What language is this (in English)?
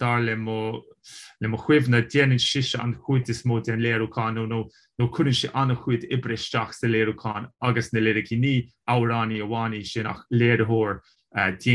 Irish